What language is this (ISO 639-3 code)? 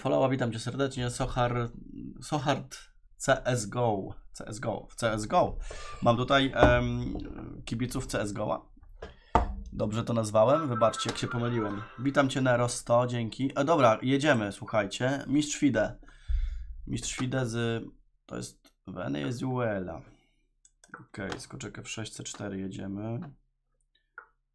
pol